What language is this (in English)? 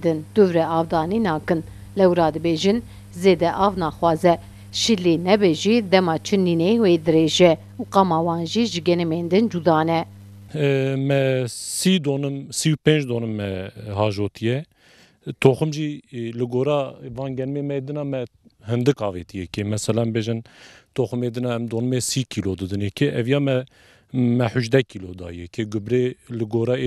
Kurdish